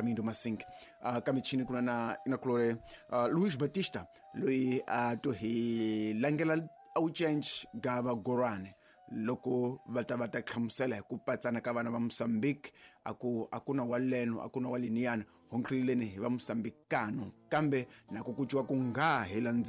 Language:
Tsonga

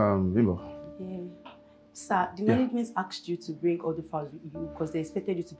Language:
Yoruba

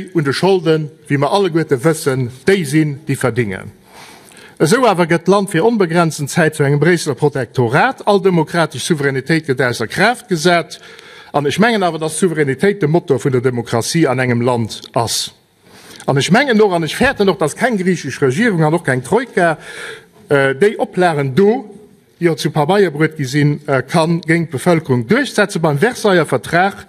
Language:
Luxembourgish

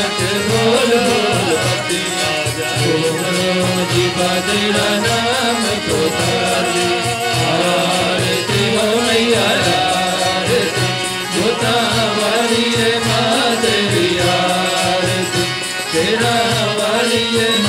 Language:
Punjabi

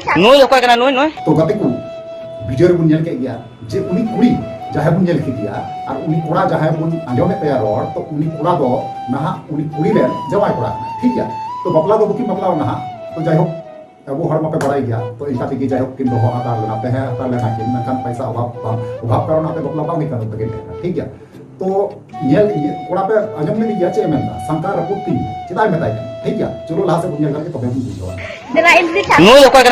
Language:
Santali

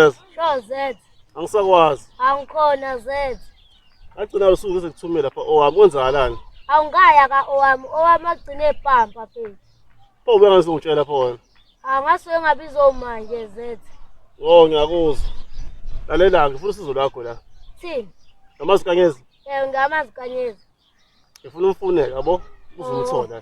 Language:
Zulu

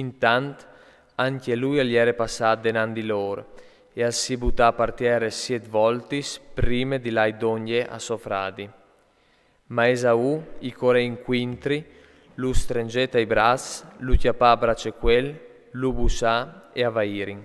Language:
Friulian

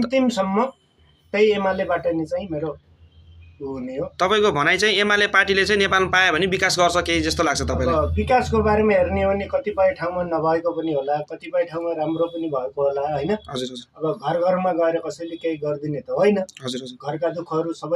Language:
Nepali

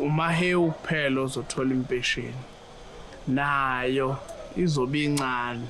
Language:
Zulu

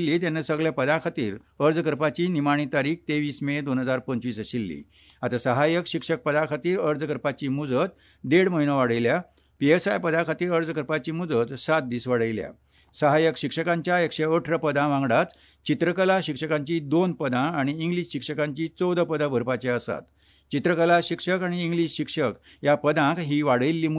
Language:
Konkani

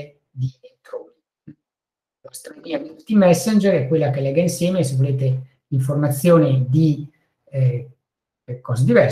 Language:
Italian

